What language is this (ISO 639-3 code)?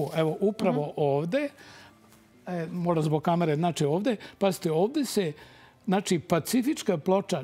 srp